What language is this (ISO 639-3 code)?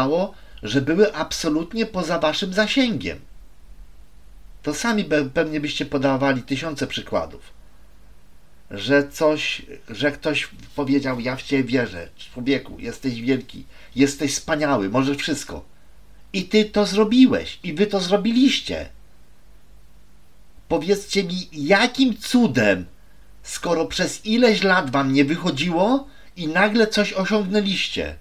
pol